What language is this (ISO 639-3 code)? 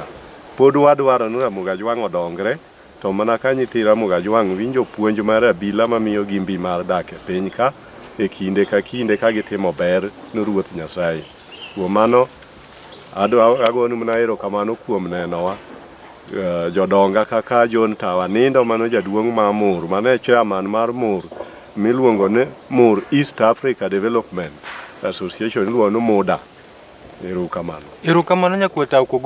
luo